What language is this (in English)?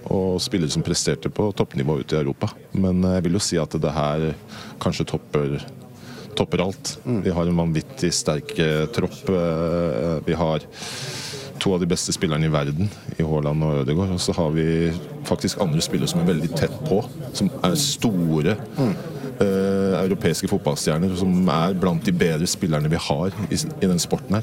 Norwegian